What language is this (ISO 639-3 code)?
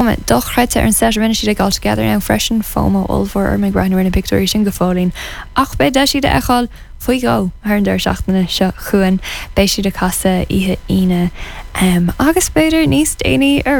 gle